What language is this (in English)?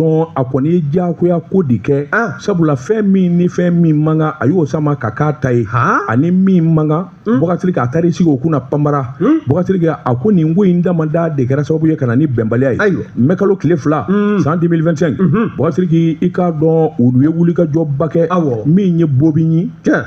Bambara